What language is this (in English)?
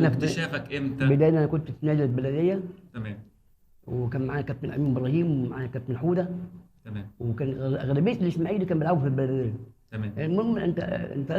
Egyptian Arabic